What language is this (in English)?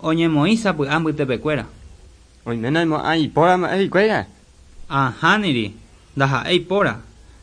Guarani